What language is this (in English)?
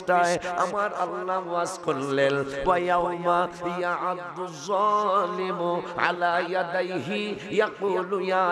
Sylheti